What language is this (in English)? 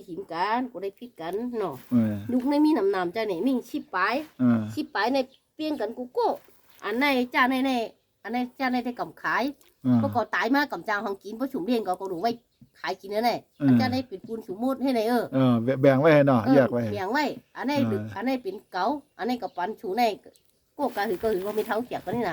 Shan